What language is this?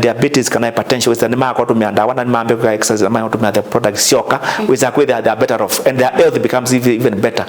Kamba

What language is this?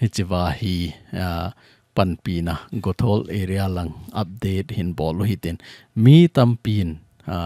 Thado Chin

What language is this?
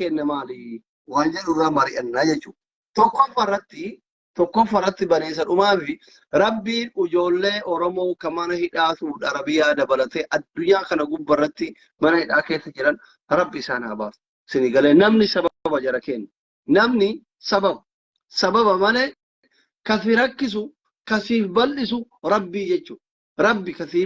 Oromo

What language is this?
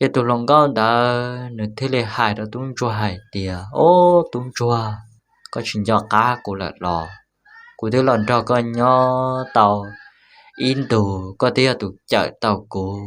Hmong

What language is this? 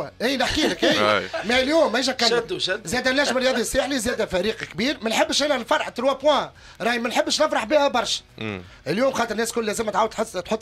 Tunisian Arabic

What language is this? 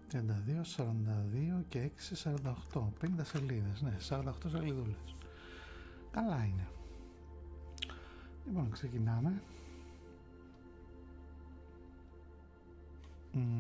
Greek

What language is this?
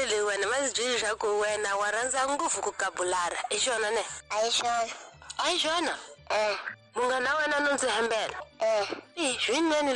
Tsonga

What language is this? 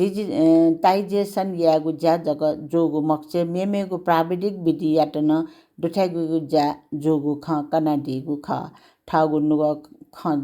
Newari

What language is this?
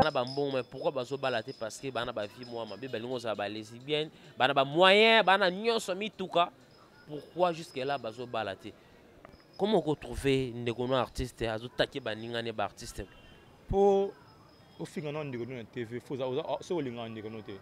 Lingala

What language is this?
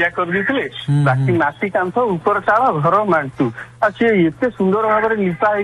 Odia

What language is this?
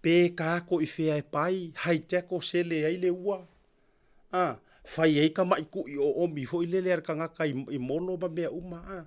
Samoan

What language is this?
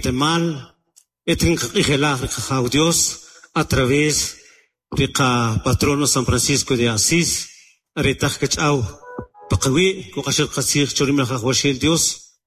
Kaqchikel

